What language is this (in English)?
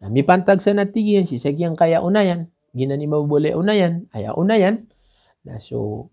Maranao